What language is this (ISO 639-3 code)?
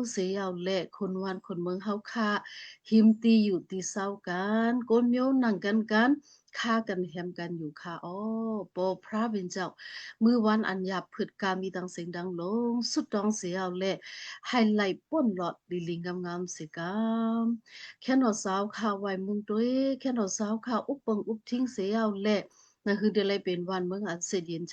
shn